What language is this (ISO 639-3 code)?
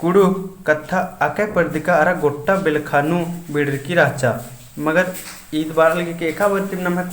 kru